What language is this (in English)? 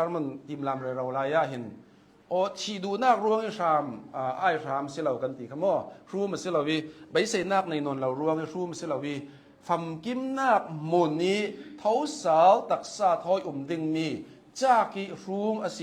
Hakha Chin